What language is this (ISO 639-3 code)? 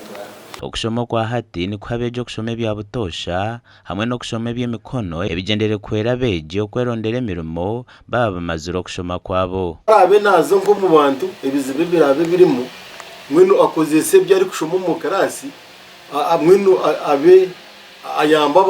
nyn